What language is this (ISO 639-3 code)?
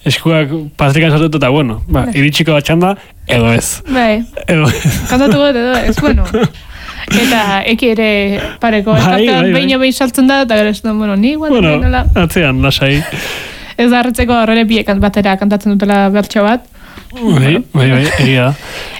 eus